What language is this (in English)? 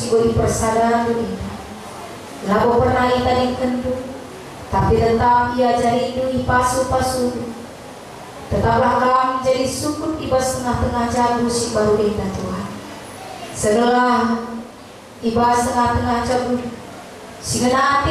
Batak Karo